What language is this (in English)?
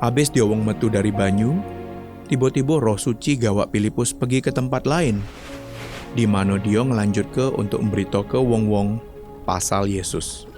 Musi